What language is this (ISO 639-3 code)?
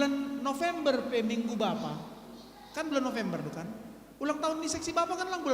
bts